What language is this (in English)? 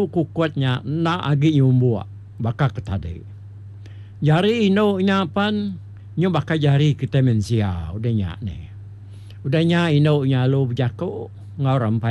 Iban